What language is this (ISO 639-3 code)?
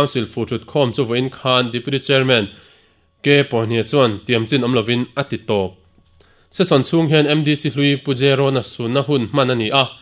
lus